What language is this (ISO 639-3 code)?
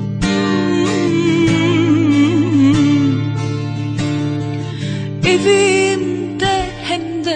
tur